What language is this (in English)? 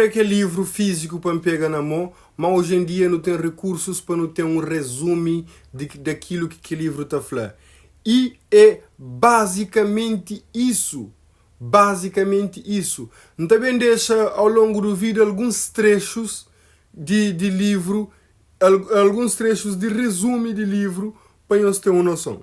Kabuverdianu